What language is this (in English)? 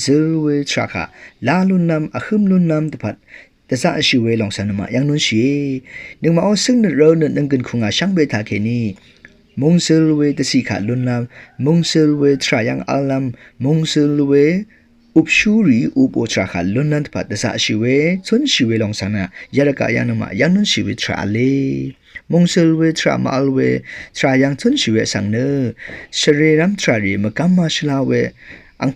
Rawang